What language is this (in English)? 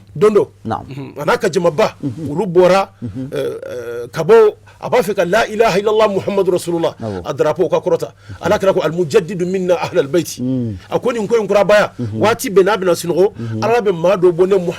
Bambara